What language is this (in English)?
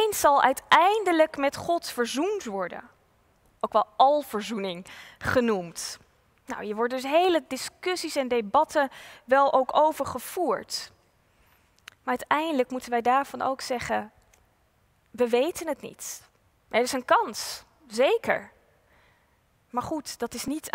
Dutch